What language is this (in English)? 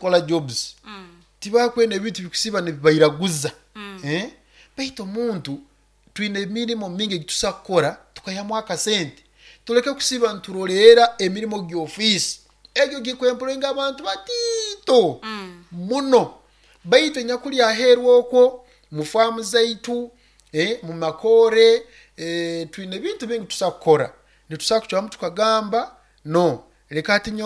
Nyoro